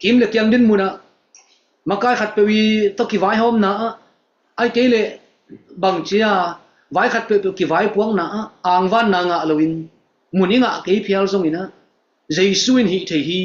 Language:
Tedim Chin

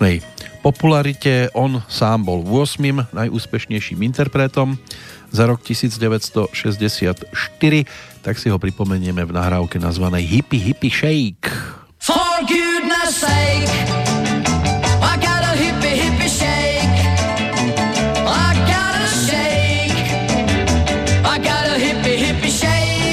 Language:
Slovak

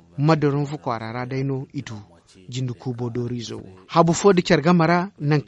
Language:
Zarma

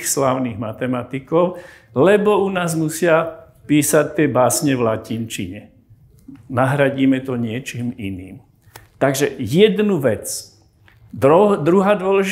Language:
Slovak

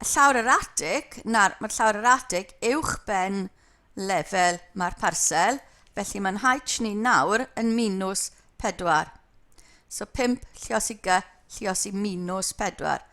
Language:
Welsh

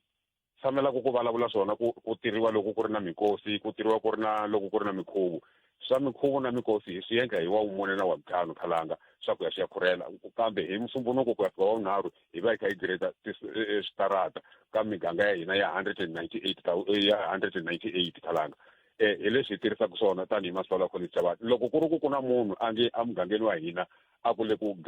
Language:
Tsonga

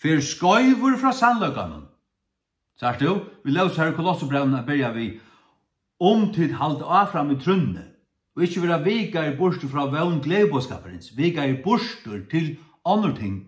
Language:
Faroese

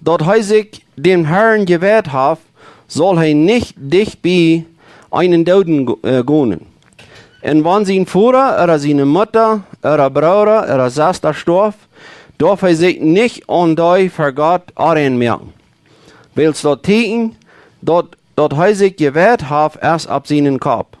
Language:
Plautdietsch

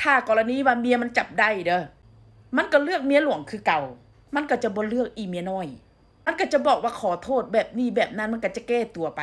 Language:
Northeastern Thai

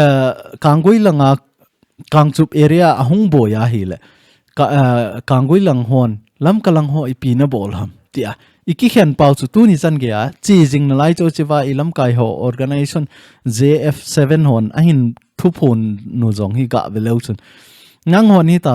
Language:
Thado Chin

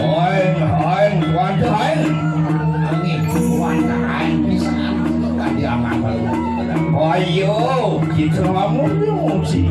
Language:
Balinese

